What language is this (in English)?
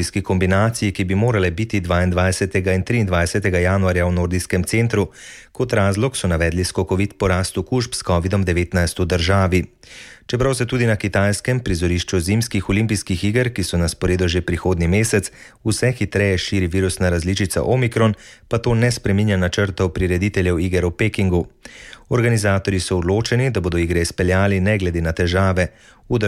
Slovenian